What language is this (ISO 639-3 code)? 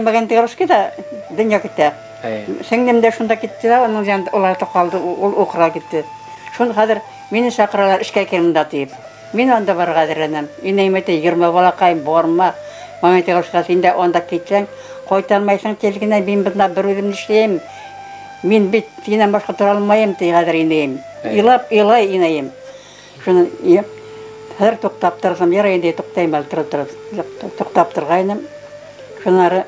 bak